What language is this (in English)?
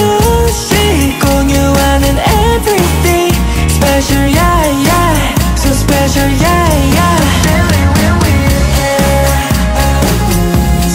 Korean